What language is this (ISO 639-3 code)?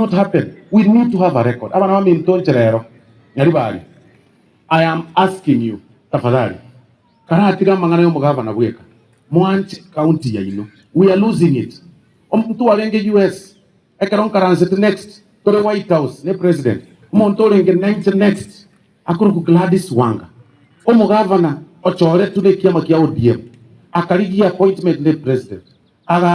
guz